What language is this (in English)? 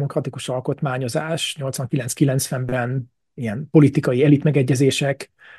Hungarian